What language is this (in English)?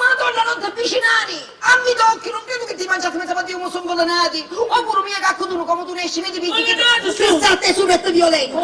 Sicilian